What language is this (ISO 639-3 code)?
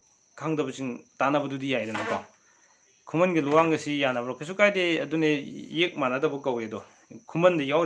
mni